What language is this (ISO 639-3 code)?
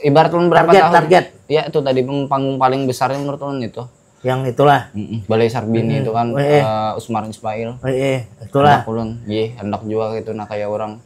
bjn